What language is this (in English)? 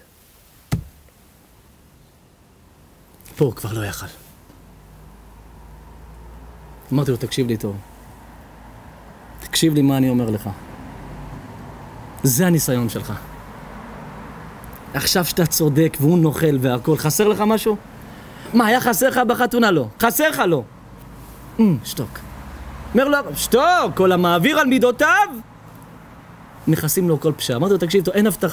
Hebrew